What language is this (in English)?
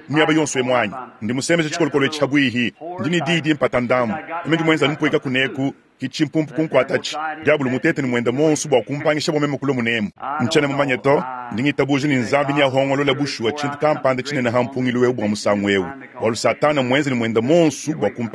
Luba-Lulua